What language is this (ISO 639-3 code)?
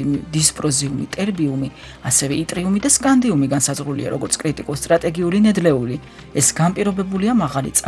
kat